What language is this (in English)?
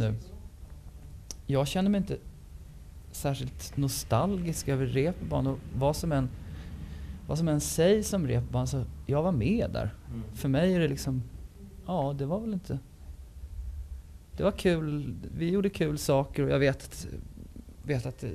Swedish